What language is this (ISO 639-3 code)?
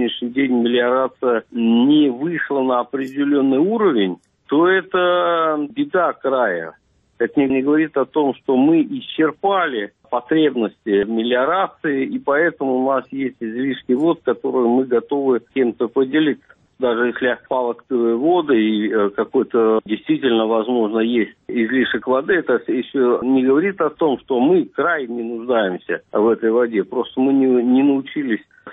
rus